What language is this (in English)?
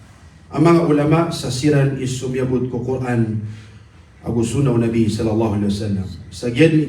Maranao